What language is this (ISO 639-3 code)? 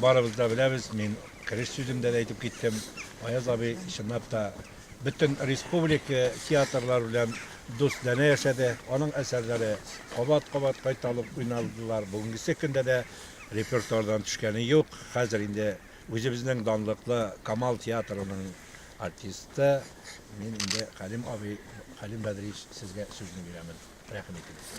tat